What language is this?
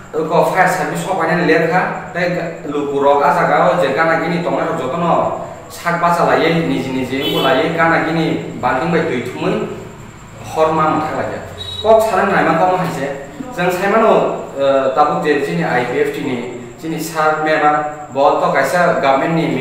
Kok Borok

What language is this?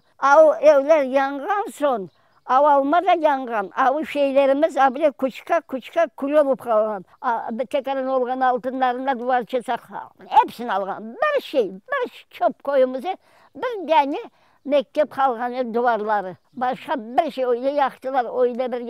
Crimean Tatar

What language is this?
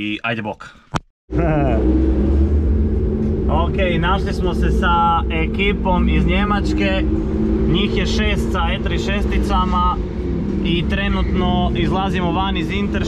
Croatian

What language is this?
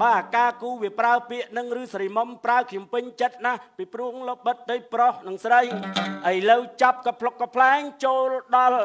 Khmer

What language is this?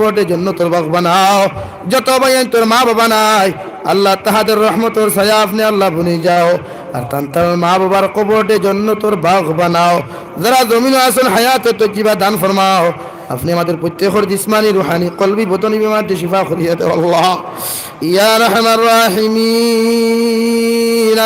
Sylheti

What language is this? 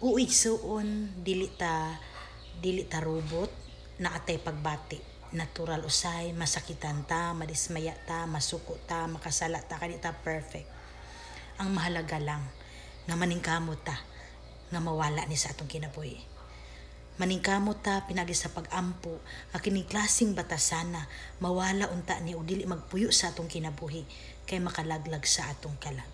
Cebuano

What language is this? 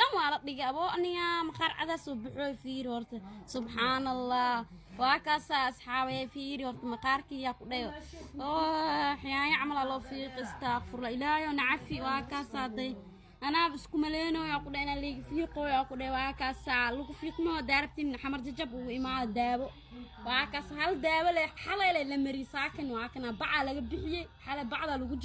Somali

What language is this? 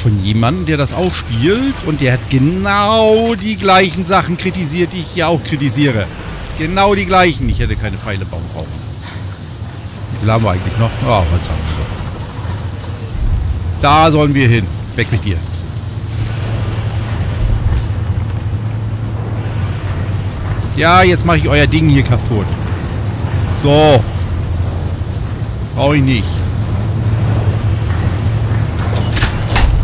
German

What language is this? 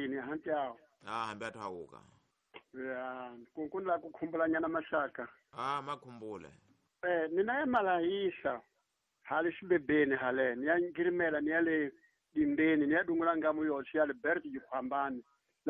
Tsonga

